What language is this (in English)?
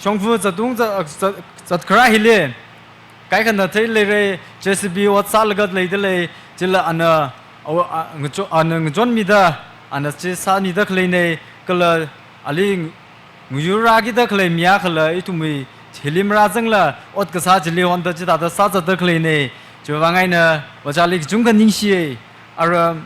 Tangkhul Naga (India)